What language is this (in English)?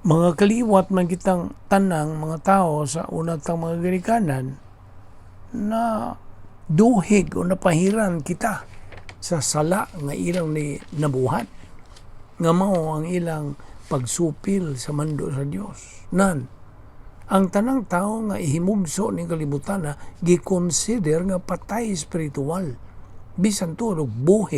Cebuano